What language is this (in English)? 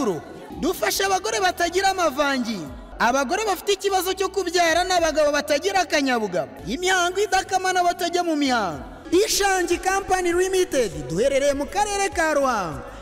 Kinyarwanda